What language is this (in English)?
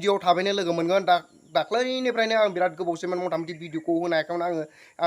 Bodo